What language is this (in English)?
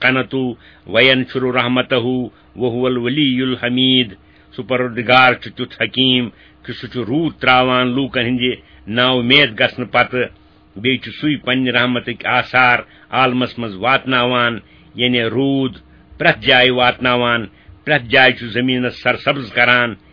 Kashmiri